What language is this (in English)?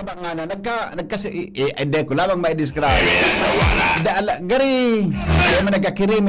Bikol